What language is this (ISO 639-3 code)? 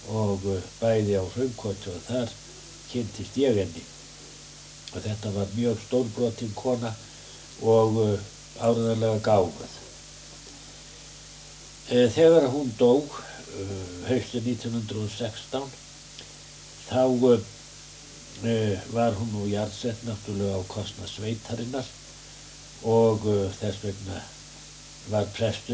isl